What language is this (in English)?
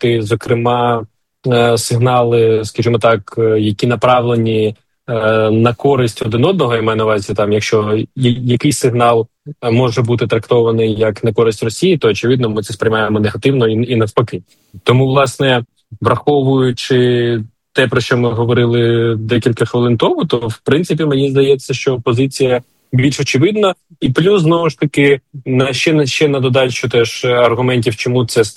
Ukrainian